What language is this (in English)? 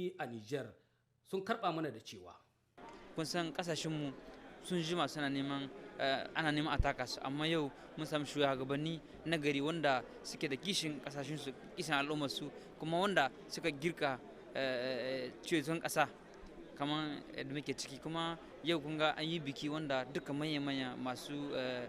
Hausa